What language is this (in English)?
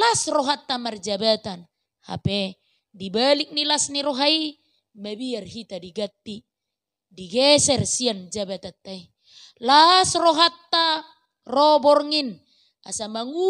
Batak Toba